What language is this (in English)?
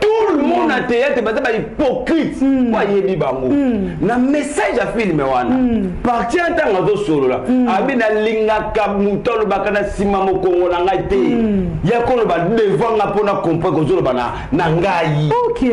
Lingala